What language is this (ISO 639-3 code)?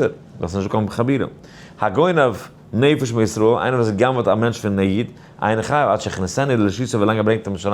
yid